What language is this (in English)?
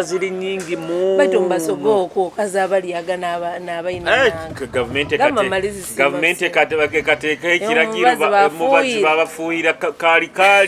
Nyoro